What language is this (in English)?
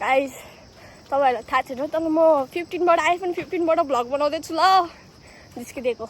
Nepali